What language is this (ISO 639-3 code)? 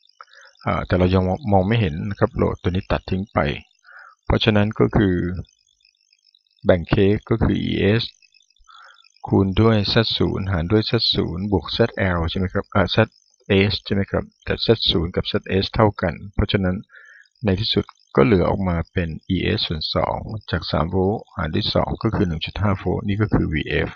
tha